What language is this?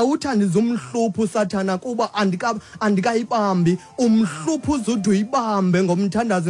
Xhosa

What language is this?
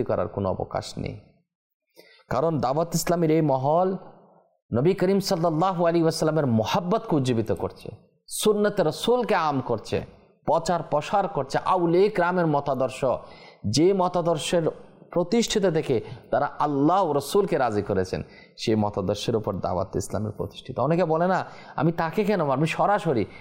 Bangla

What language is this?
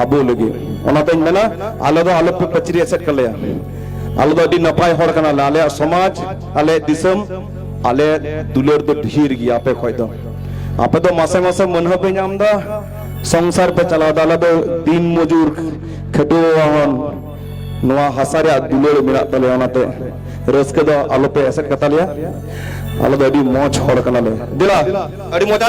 Santali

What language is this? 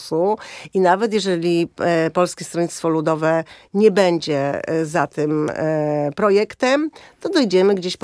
Polish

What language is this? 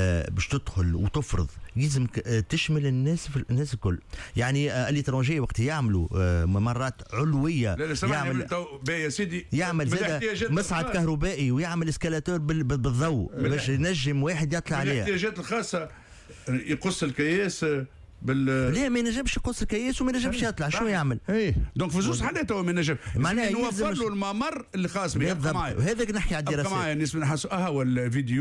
Tunisian Arabic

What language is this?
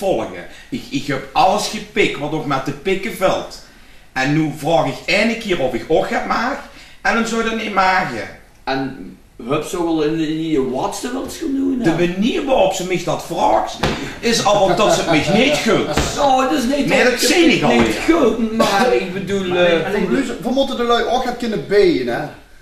Limburgish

